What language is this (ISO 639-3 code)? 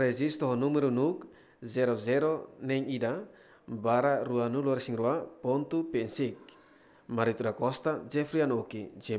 tet